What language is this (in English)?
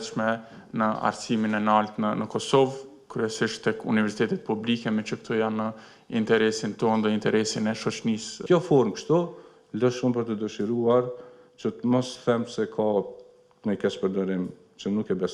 Albanian